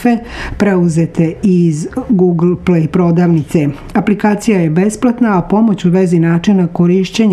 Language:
Serbian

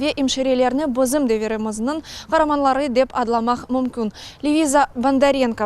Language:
Crimean Tatar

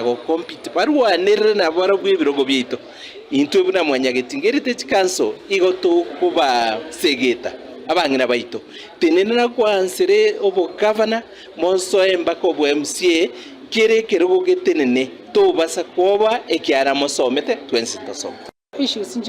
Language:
Gusii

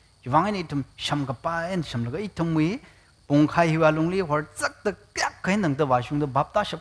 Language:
Tangkhul Naga (India)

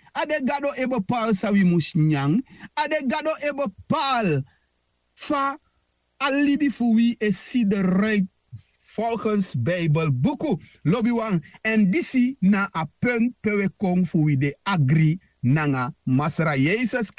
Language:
Sranan Tongo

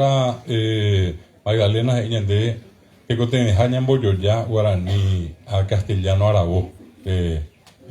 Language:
Guarani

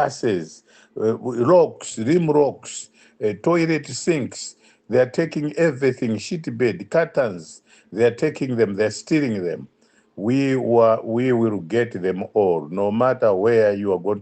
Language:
English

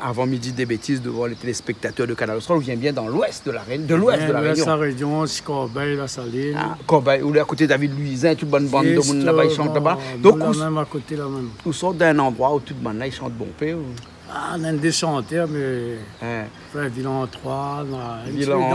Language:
Réunion Creole French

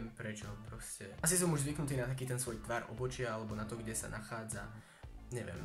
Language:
Slovak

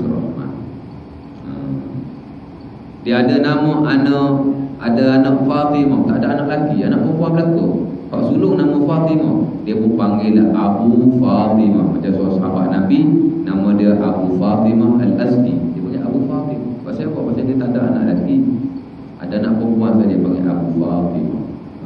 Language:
Malay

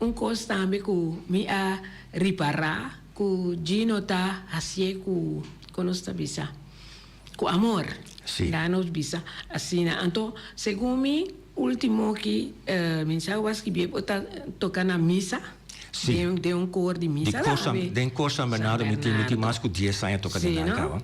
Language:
Papiamento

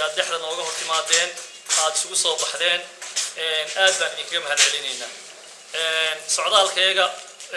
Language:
Somali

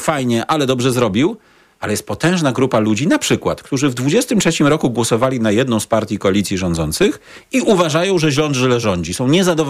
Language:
Polish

